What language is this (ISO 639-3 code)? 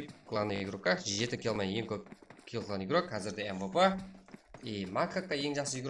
kaa